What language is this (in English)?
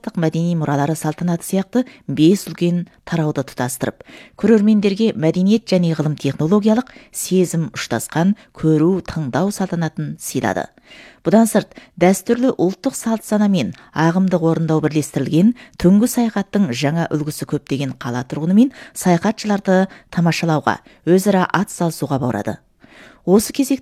Kazakh